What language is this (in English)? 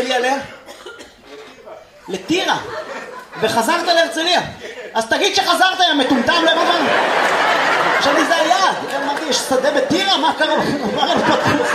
Hebrew